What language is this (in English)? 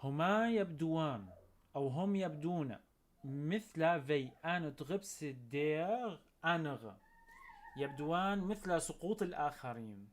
North Levantine Arabic